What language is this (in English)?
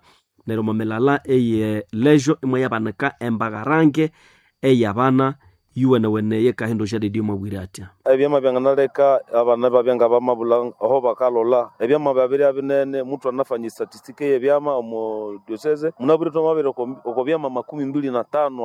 Nande